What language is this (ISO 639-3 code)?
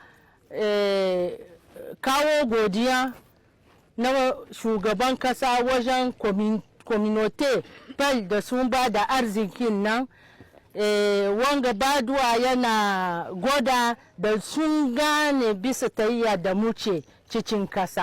hau